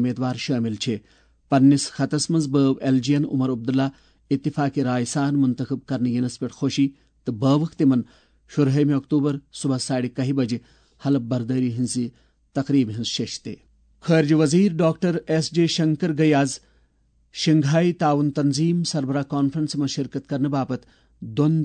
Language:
Kashmiri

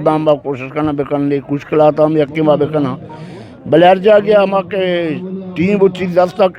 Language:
Eastern Balochi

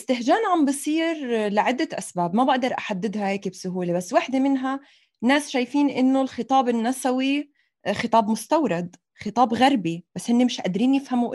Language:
North Levantine Arabic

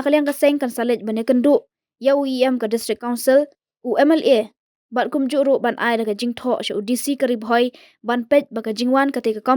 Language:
Khasi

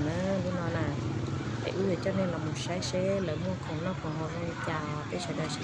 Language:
Hmong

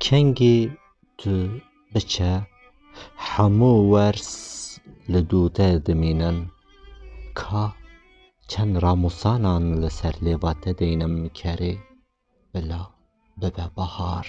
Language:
Kurdish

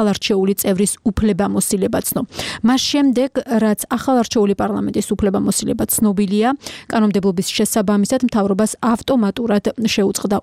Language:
Georgian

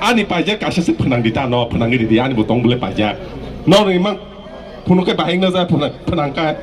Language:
Kok Borok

